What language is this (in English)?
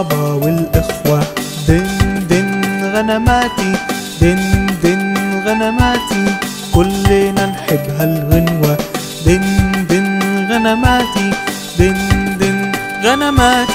Arabic